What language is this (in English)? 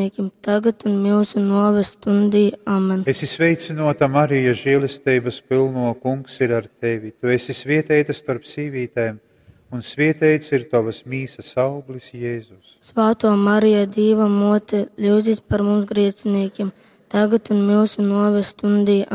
Latgalian